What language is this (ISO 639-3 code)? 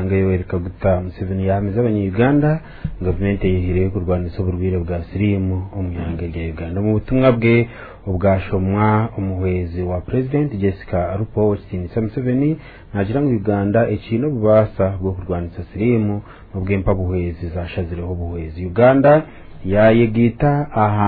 nyn